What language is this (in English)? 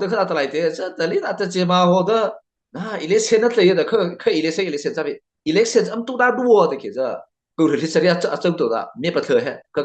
Mara Chin